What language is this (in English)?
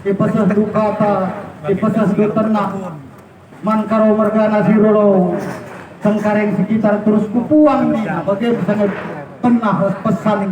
Batak Karo